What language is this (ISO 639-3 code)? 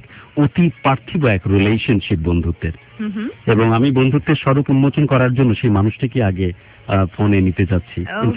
ben